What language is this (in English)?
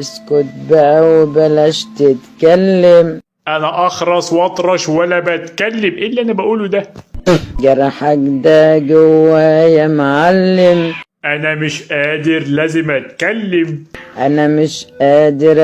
Egyptian Arabic